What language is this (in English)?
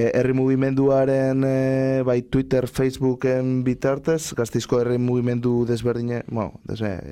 Basque